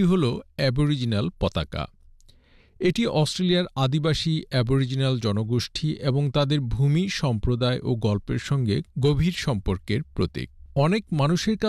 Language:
Bangla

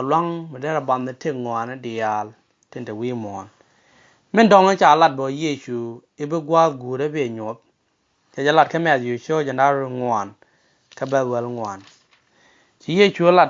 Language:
Nuer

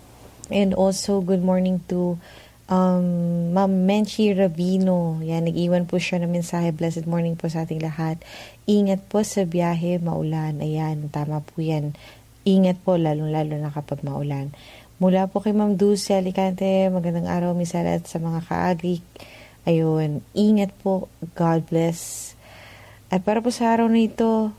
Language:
Filipino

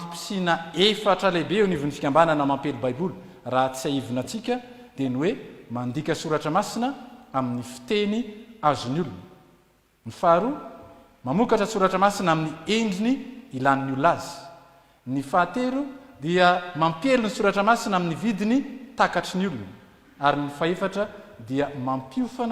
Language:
Malagasy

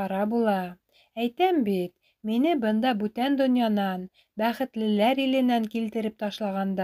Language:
Bashkir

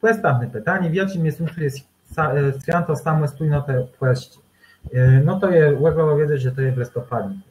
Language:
Kashubian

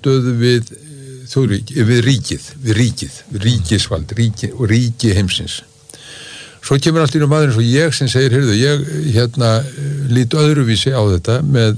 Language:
Icelandic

